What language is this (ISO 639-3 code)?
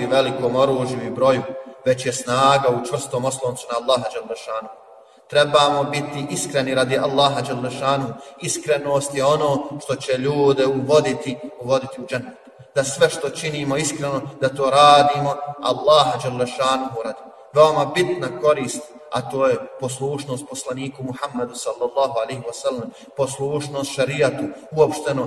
bos